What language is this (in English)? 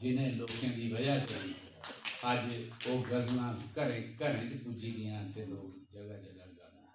Dogri